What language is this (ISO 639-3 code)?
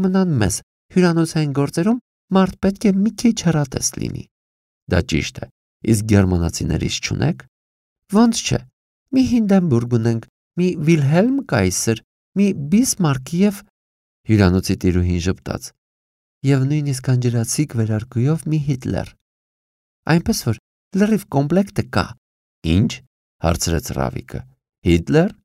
hye